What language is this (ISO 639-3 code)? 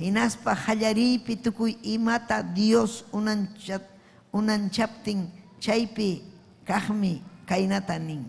quy